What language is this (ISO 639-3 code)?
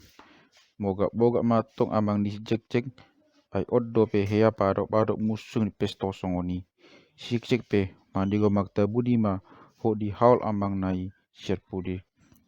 bbc